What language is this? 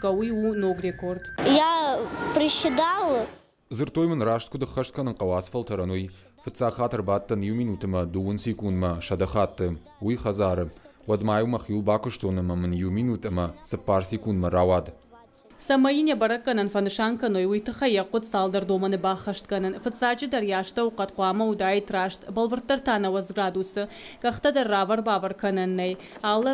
Ossetic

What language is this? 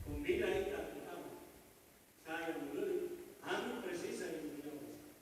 Tetum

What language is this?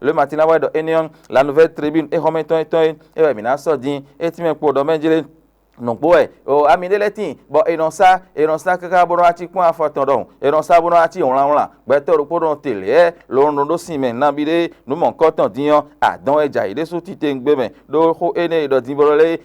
Fon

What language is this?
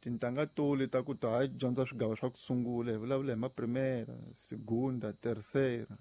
Tsonga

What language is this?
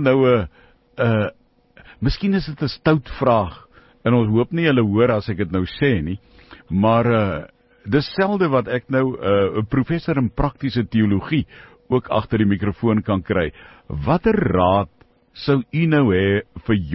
Afrikaans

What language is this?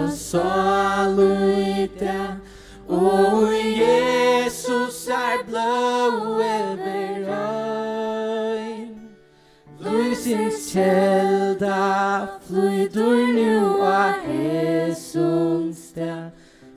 Faroese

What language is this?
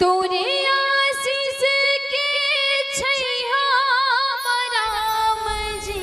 Chhattisgarhi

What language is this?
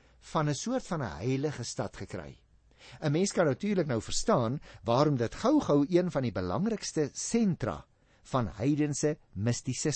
Afrikaans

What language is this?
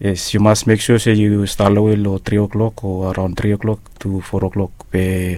Bislama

